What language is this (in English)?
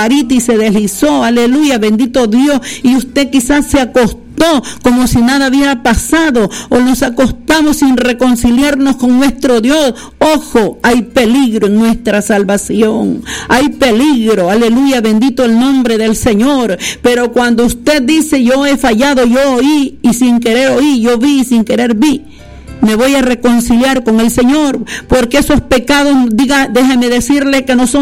Spanish